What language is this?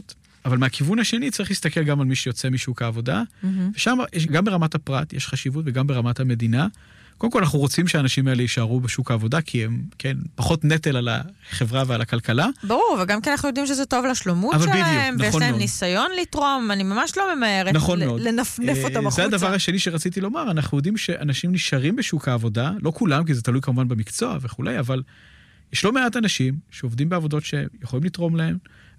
Hebrew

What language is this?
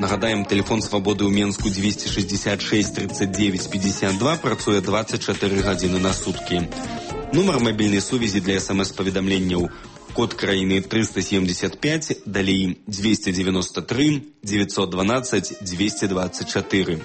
Belarusian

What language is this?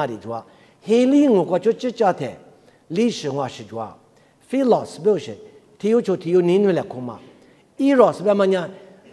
Lisu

